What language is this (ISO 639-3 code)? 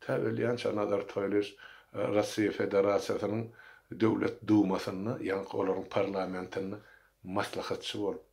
tuk